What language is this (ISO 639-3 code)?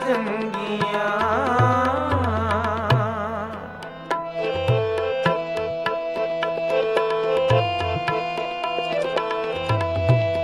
pan